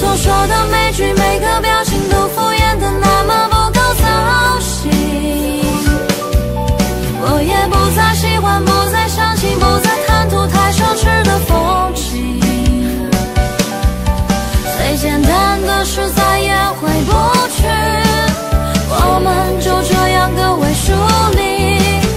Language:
Chinese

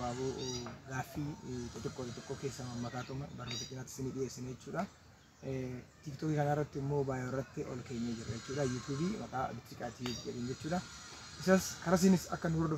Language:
Oromo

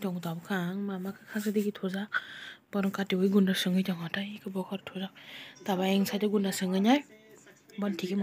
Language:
Kok Borok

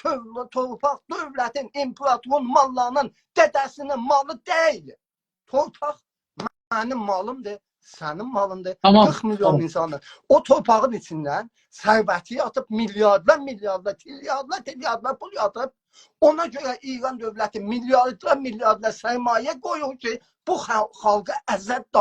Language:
South Azerbaijani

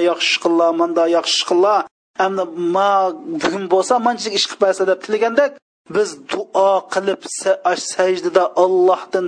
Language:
Uyghur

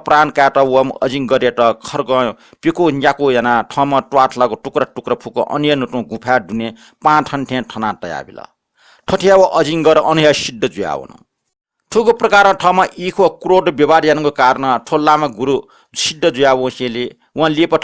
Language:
Newari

